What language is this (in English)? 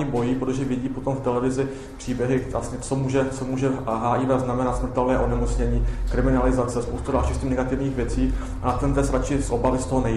Czech